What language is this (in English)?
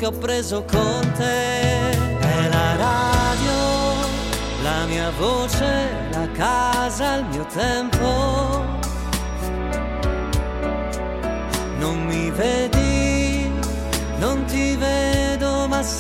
Italian